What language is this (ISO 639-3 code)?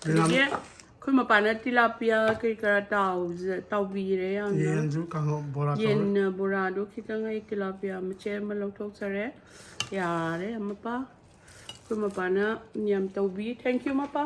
mni